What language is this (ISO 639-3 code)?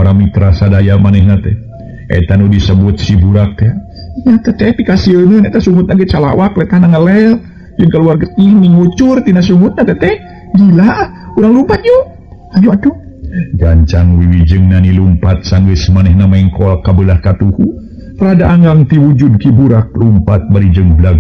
sun